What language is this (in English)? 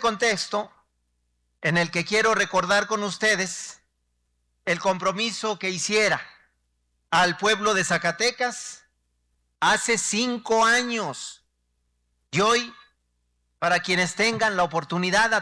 Spanish